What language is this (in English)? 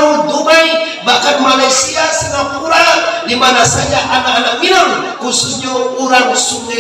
Minangkabau